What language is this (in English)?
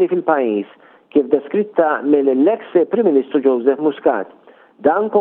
Maltese